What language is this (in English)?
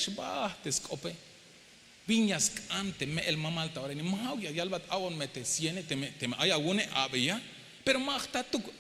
Tzeltal